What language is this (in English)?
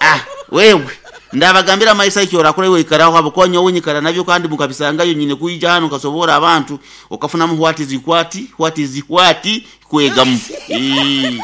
Nyoro